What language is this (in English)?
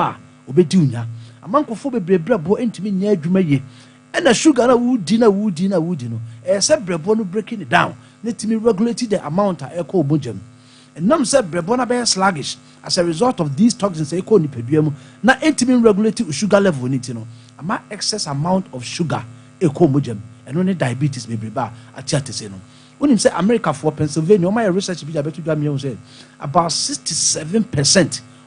Akan